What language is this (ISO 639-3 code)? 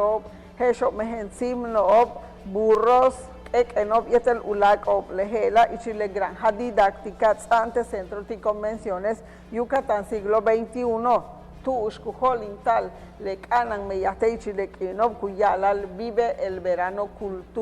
yua